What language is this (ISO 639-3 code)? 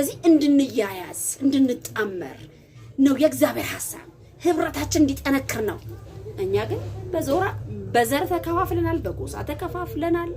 amh